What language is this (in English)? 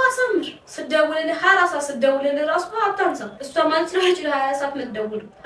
Amharic